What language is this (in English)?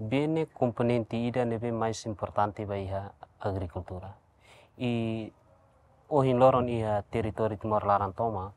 Tetum